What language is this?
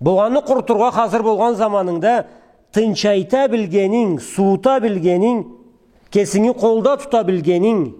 Karachay-Balkar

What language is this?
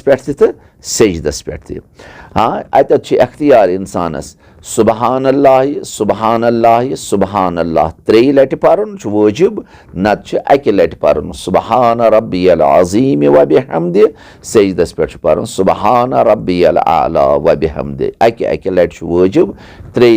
Kashmiri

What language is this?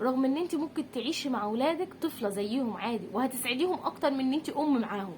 Egyptian Arabic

